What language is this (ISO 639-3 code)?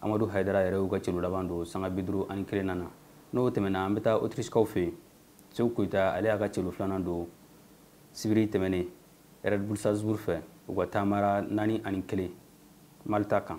bam